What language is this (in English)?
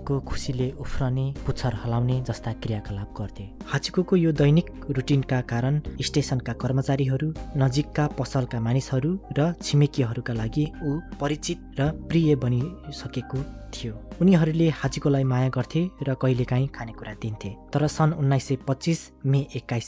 Nepali